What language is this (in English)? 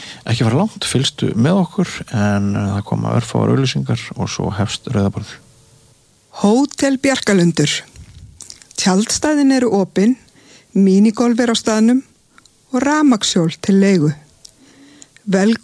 Icelandic